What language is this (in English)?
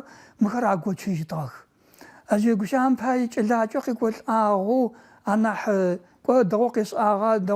Adyghe